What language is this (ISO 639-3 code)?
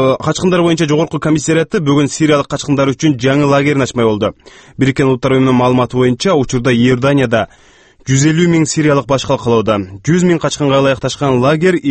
kir